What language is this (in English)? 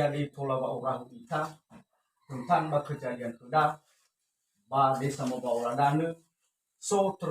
Nias